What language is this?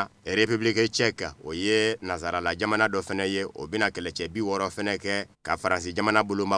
Bambara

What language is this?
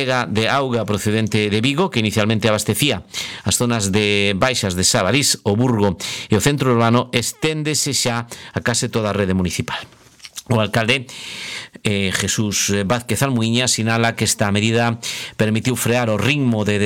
Galician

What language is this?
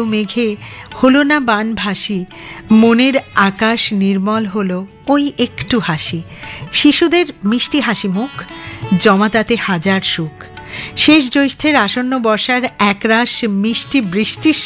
Bangla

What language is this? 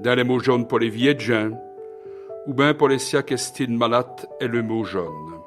Walloon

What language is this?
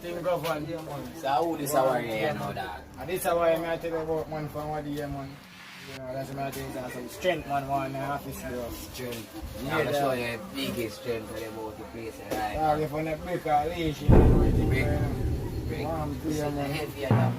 Jamaican Creole English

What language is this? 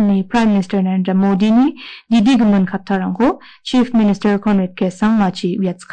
Garo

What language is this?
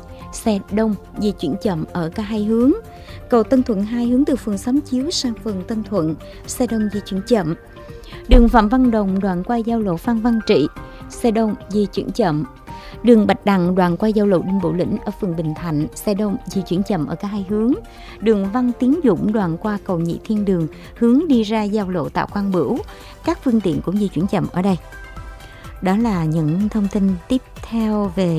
Vietnamese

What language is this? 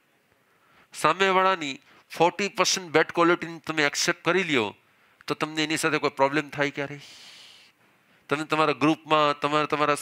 Gujarati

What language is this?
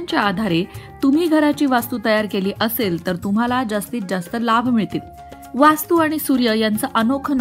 Marathi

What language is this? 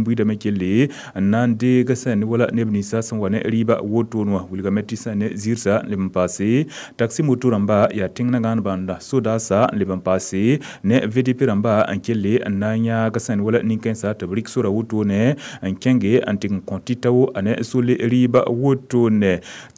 Mossi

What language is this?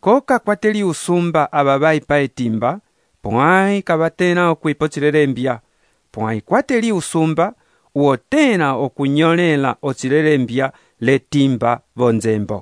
Umbundu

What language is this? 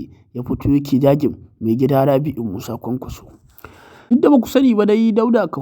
Hausa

